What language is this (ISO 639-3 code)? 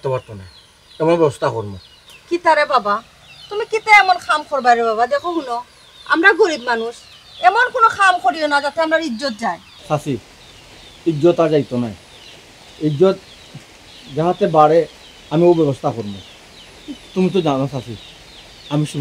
syl